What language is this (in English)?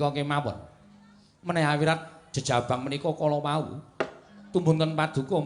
Javanese